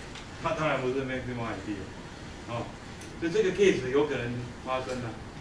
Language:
Chinese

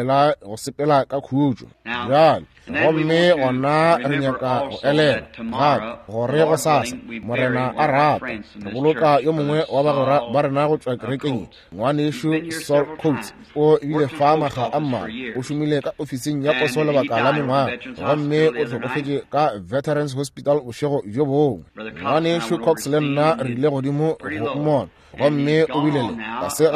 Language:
Northern Sotho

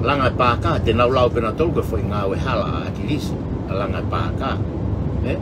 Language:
Tongan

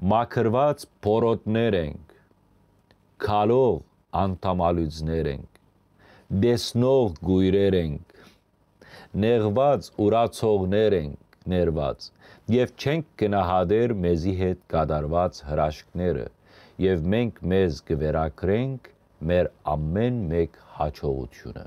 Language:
Western Armenian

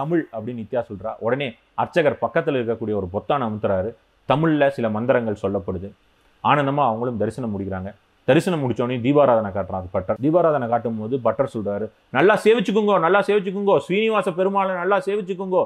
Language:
Tamil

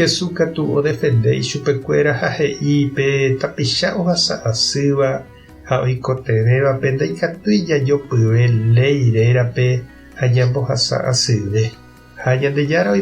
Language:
Guarani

